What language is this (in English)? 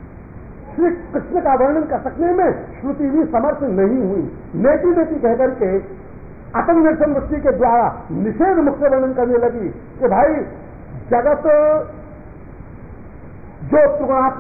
Hindi